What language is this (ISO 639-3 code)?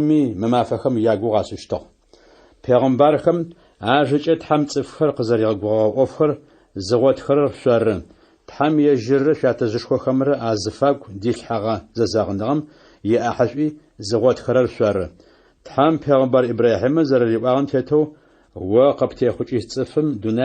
ady